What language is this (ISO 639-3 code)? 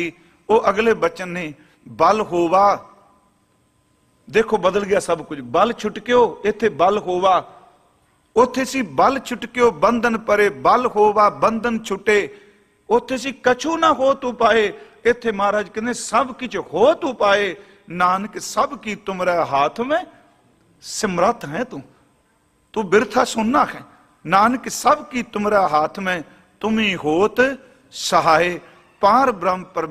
pan